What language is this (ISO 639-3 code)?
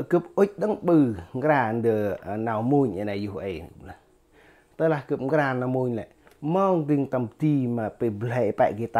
cmo